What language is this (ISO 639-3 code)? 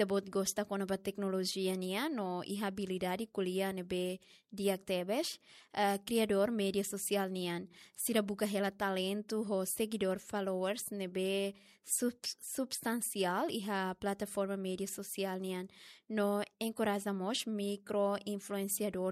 tet